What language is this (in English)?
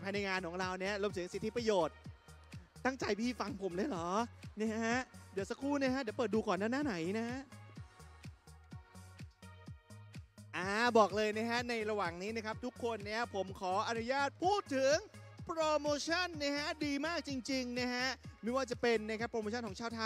Thai